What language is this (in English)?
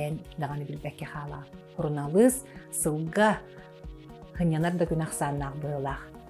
Yakut